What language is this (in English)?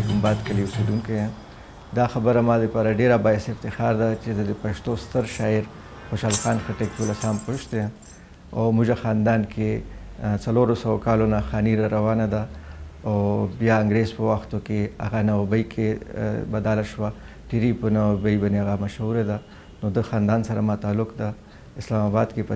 Pashto